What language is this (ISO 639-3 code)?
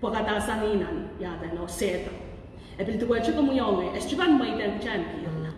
pon